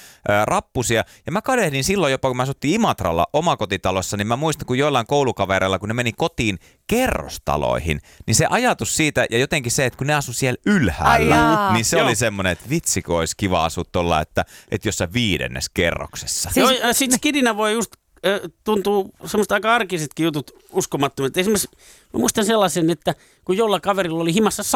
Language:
Finnish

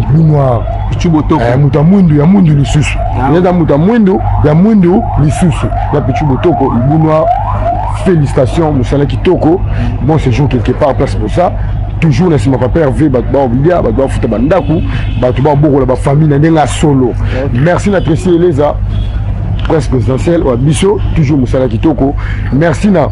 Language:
Lingala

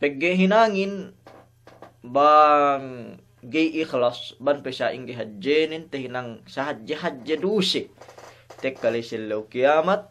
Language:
Yakan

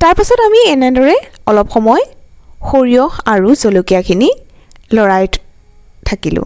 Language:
Assamese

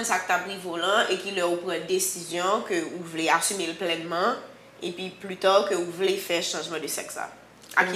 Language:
Haitian Creole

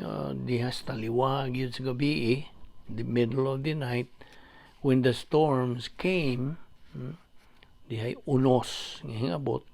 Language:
Cebuano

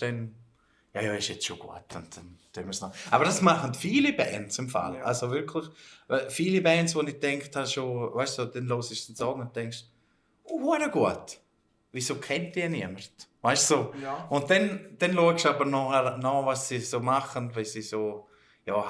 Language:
Swiss German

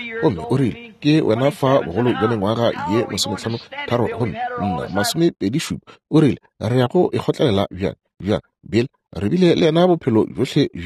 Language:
Northern Sotho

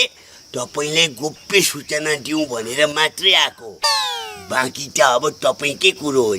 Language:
Nepali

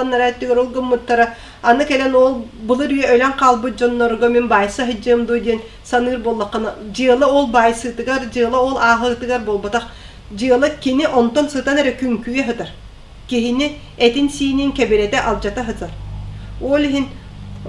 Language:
Yakut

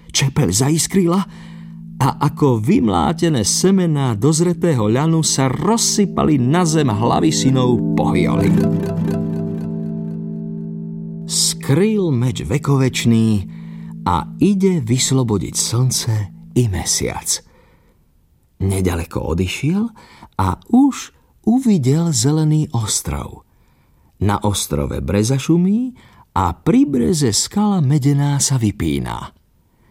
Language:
Slovak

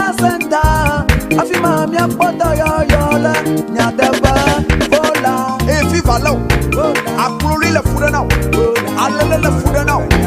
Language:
Ewe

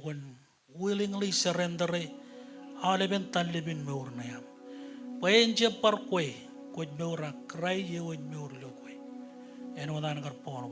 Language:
Marshallese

